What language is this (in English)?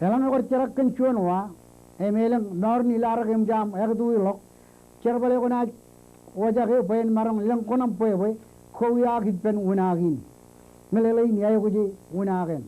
Marshallese